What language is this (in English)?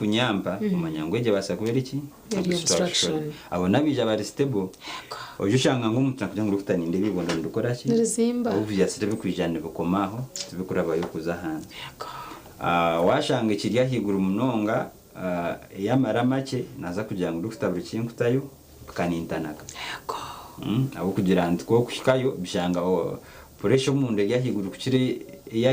Nyankole